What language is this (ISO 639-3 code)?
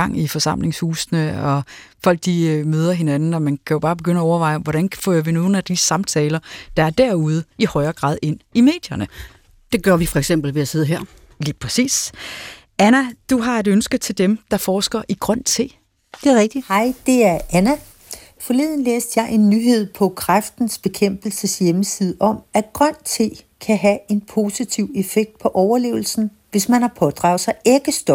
dan